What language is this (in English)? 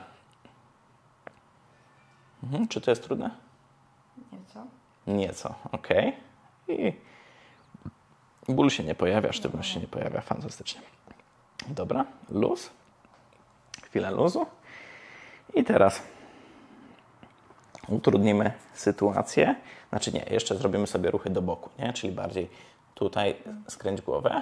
Polish